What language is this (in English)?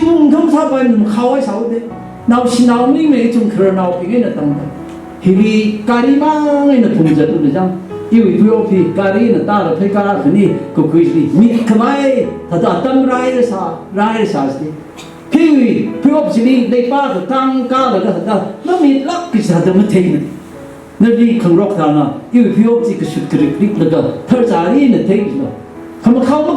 Tangkhul Naga (India)